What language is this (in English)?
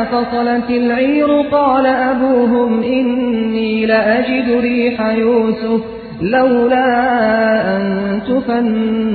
Arabic